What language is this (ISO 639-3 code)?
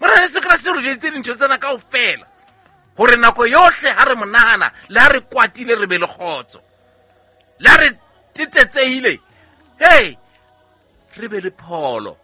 sot